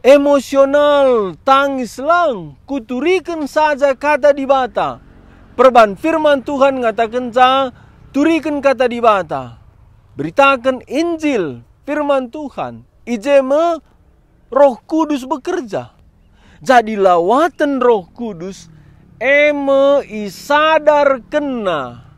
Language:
Batak Karo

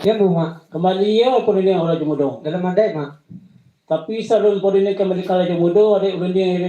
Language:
Minangkabau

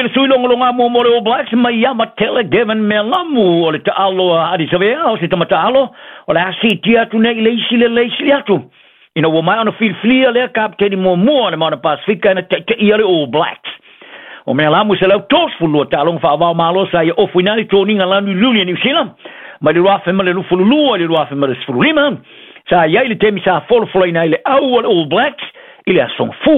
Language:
Samoan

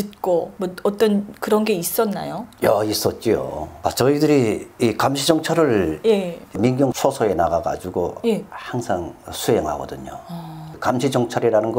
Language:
Korean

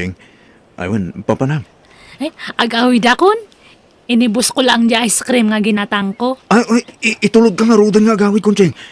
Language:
Iloko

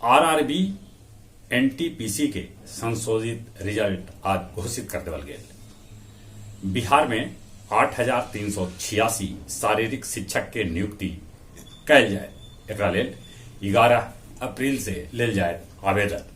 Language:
Magahi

